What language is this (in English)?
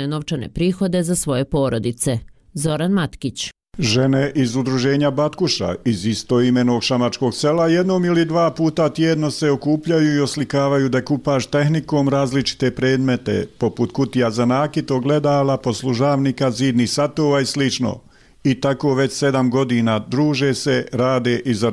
Bosnian